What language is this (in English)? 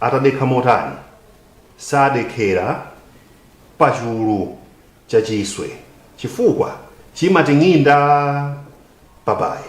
Nyanja